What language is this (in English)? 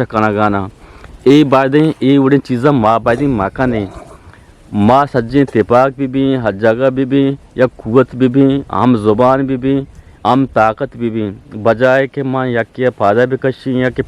Eastern Balochi